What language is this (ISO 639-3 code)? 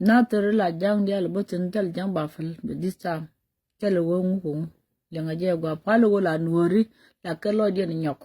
nus